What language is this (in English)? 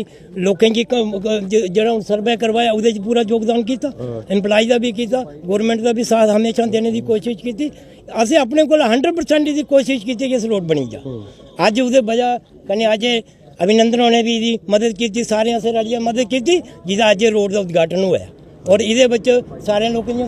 Dogri